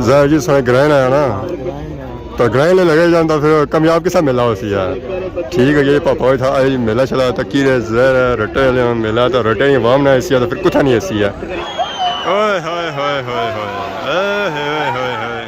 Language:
Pahari-Potwari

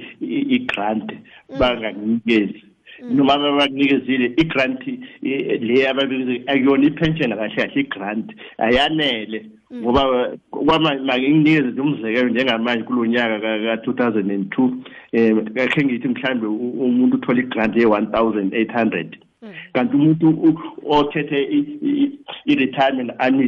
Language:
South Ndebele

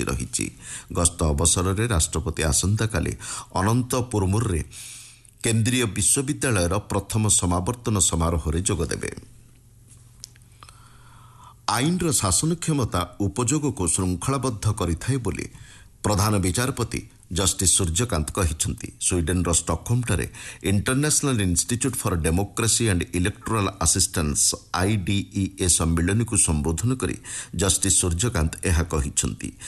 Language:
Odia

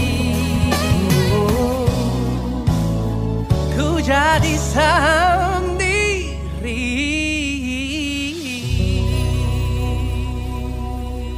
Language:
Indonesian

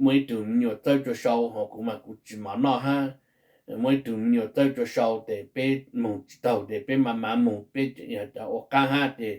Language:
Hmong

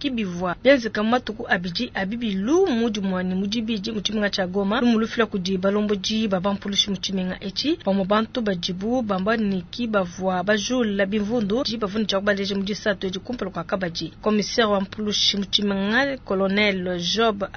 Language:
Luba-Lulua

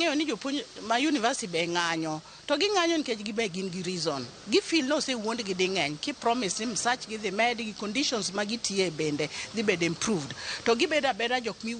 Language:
Luo (Kenya and Tanzania)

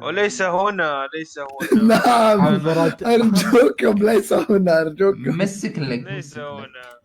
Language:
Mesopotamian Arabic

